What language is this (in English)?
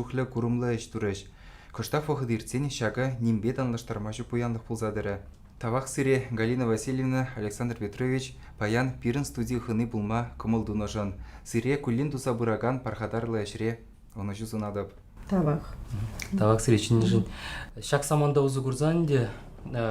Chuvash